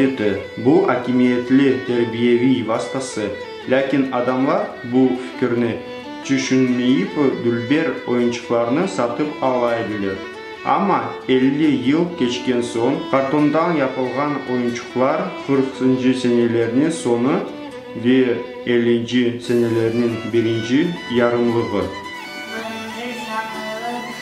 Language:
Crimean Tatar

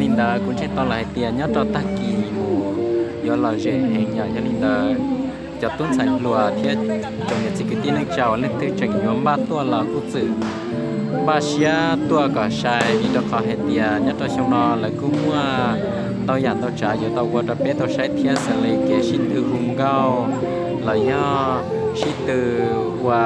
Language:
Hmong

